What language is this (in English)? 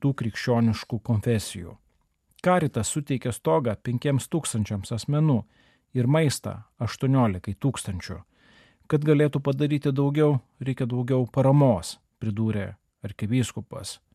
Lithuanian